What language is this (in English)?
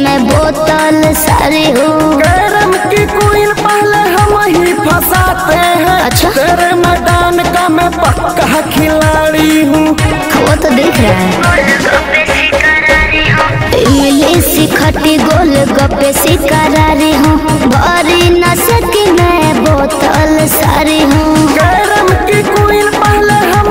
Bhojpuri